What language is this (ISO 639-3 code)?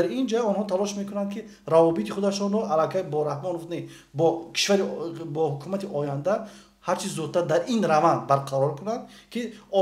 tgk